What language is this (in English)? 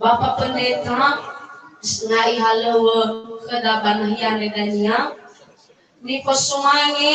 Nias